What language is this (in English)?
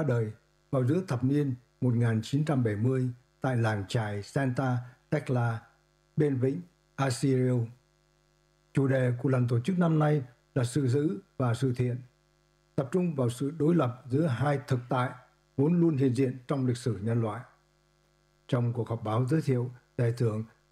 Vietnamese